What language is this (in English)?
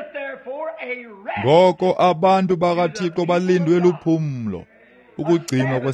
Xhosa